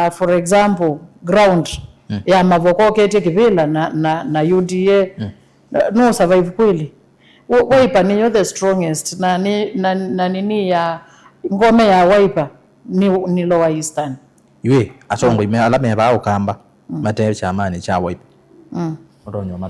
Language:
Kamba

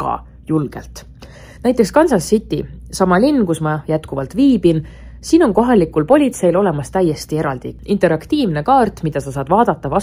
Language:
Estonian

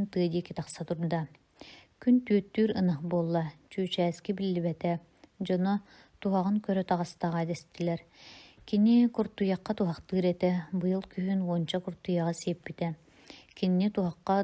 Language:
Yakut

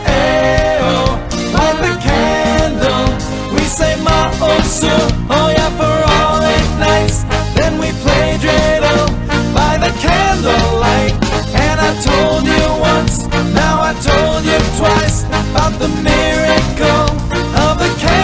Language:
Ladino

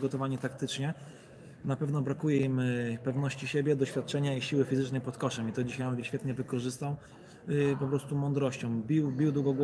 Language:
Polish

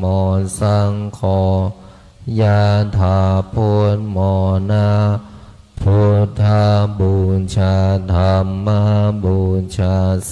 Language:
Pali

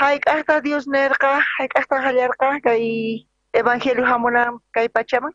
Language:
South Bolivian Quechua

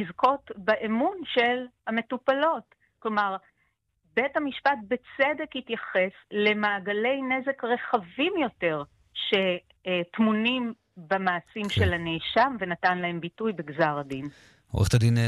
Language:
Hebrew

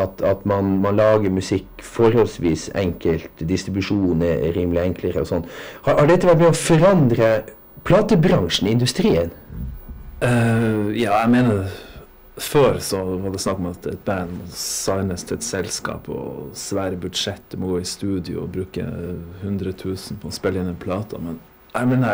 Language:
Norwegian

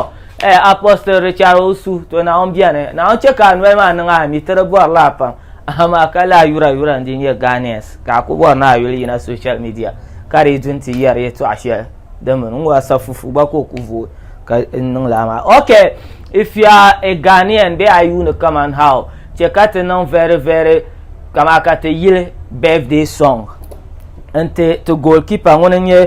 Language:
Dagbani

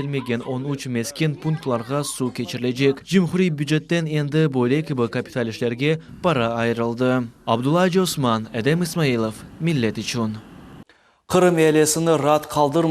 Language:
Crimean Tatar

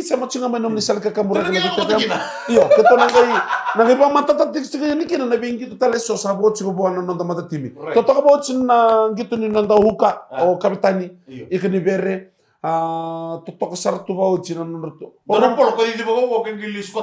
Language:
Fijian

